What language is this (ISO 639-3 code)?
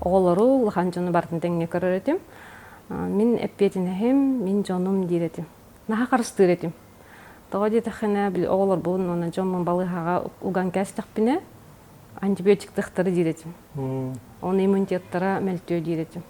sah